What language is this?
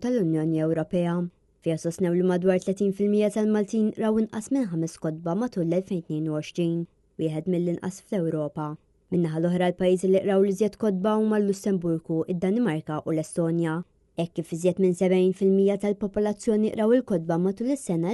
Maltese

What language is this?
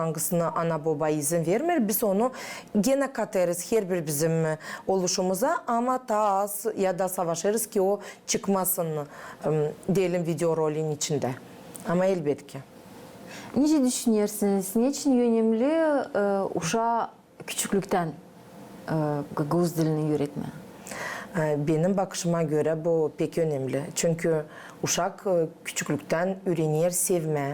Gagauz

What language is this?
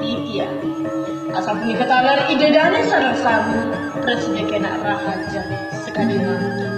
Balinese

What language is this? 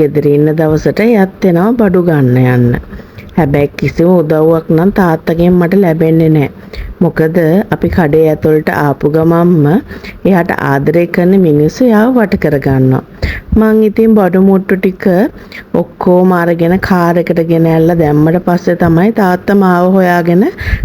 Sinhala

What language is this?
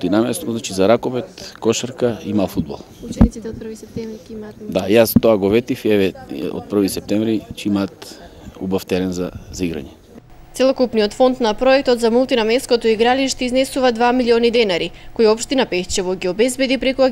Macedonian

